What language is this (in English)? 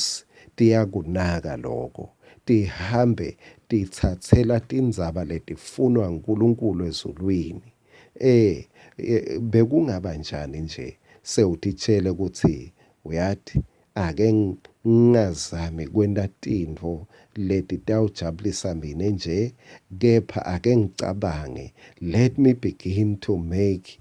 Swati